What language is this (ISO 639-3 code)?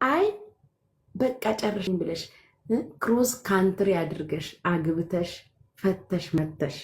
amh